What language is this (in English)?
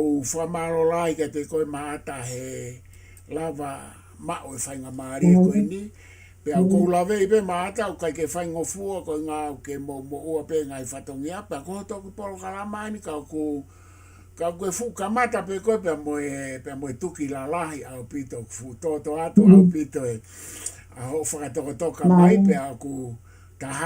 Tongan